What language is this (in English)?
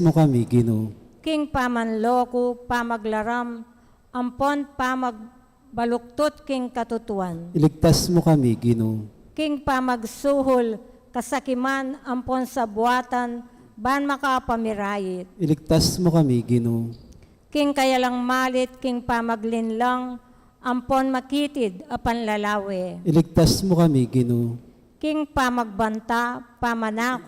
Pampanga